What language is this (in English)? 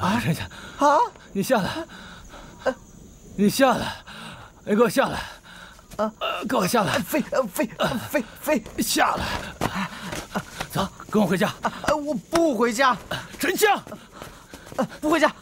Chinese